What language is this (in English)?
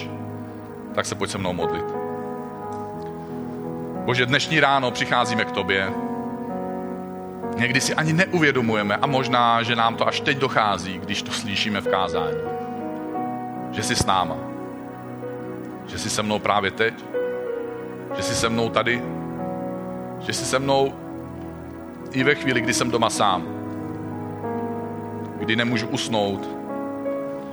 Czech